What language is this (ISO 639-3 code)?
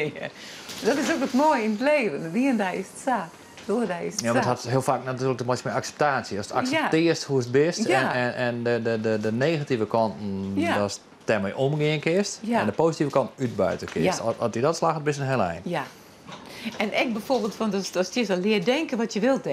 fry